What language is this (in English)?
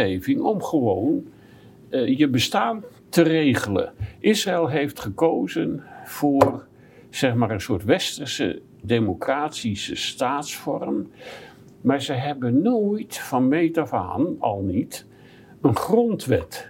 Dutch